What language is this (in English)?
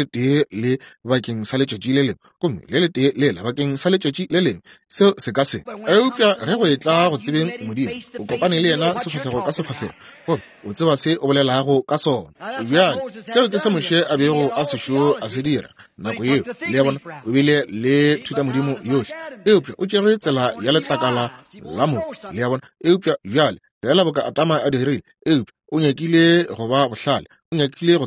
Northern Sotho